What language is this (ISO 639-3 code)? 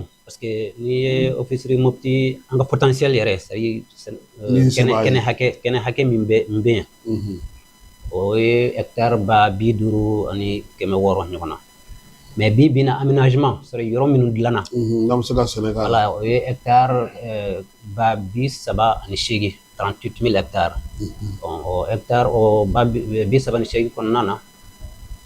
bam